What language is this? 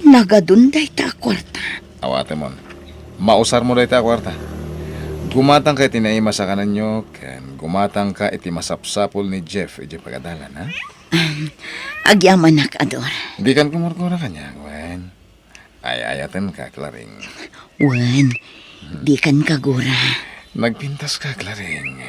Iloko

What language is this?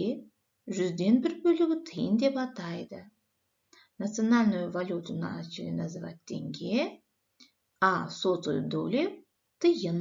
Kazakh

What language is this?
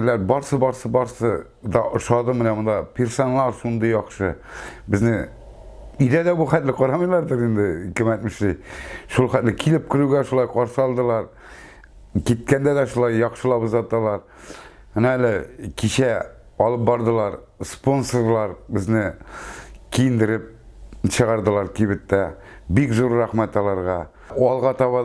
Tatar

